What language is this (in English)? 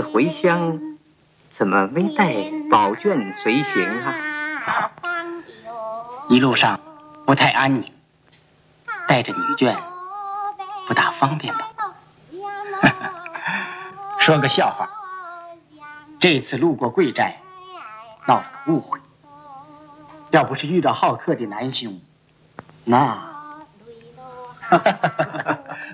Chinese